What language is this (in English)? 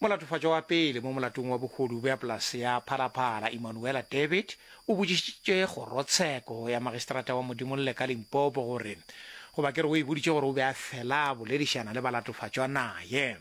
Northern Sotho